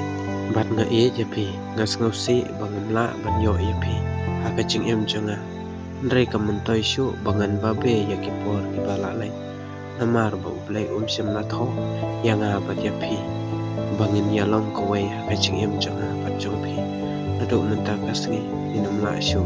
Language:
Khasi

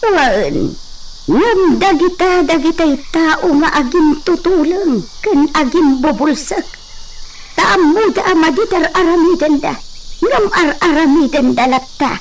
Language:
Iloko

